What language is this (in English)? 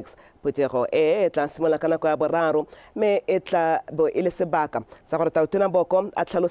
Tswana